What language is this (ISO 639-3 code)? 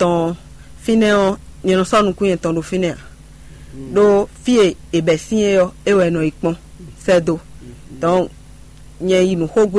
fon